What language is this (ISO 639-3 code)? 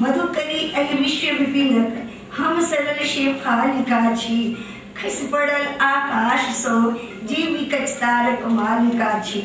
mai